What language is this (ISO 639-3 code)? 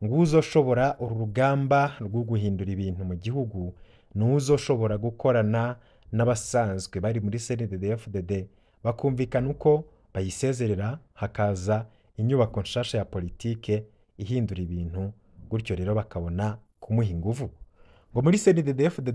run